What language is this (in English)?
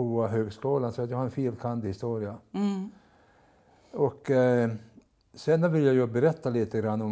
Swedish